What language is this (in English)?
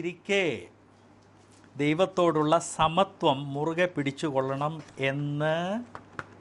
Malayalam